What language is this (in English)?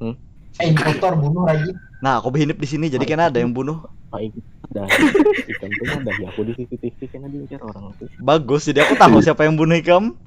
Banjar